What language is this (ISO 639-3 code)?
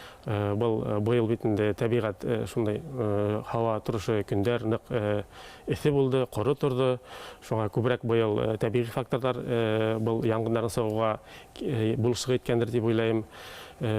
bak